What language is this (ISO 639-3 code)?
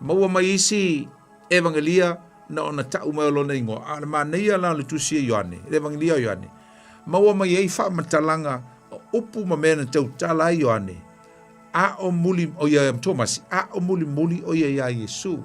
smo